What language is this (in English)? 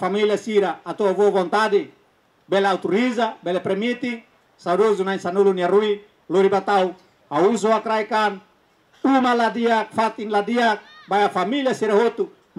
Tetum